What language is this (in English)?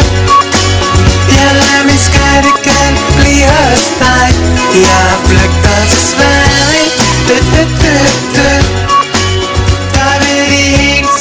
Danish